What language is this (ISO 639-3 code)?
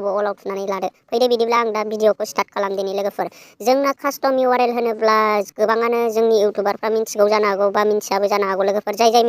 brx